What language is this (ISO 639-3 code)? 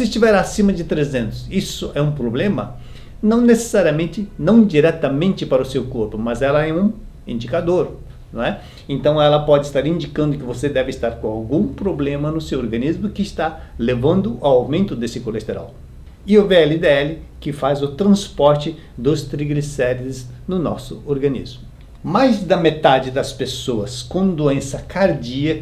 por